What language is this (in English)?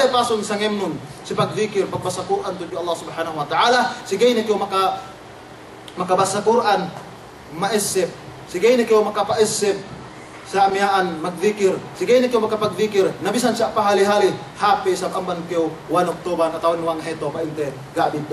Yakan